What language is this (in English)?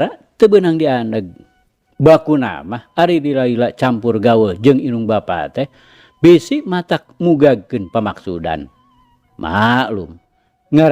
Sundanese